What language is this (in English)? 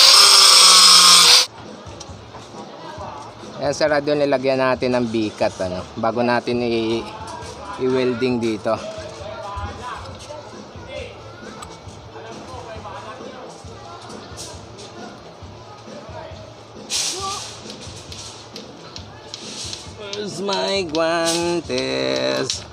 Filipino